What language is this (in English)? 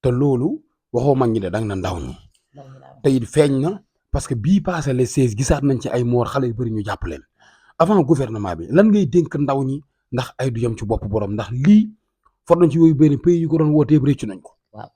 Wolof